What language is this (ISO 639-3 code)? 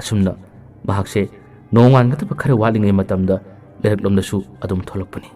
mni